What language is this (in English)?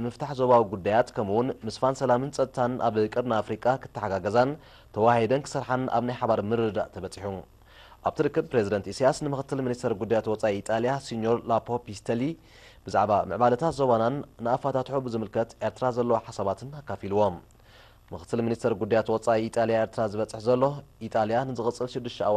Tigrinya